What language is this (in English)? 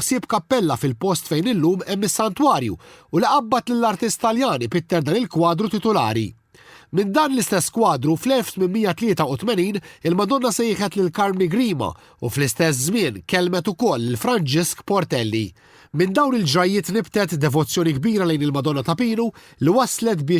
Maltese